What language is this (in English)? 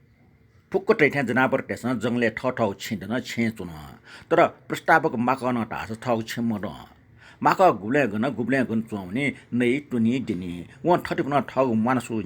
Newari